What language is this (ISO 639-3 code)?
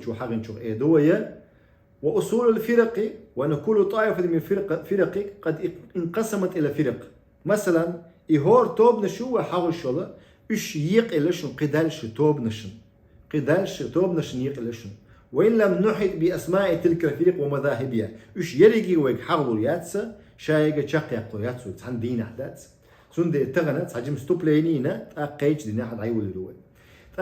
che